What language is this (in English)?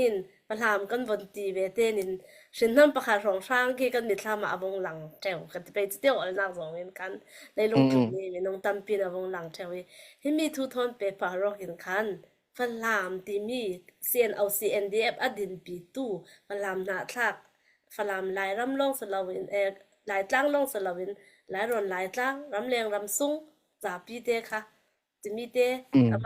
Falam Chin